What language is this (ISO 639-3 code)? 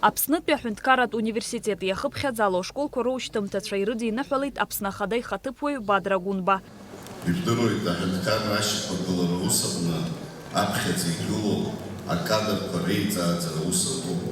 abk